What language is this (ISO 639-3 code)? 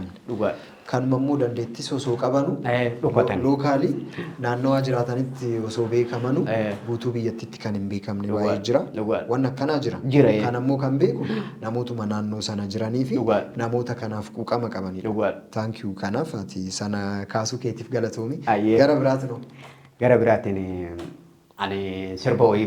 orm